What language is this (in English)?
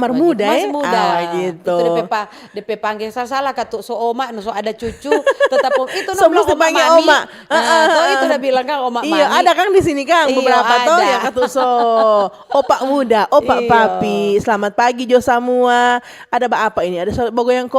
Manado Malay